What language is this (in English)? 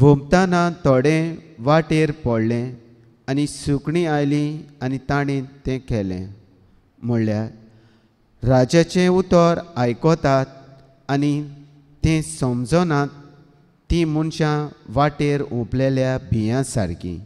Konkani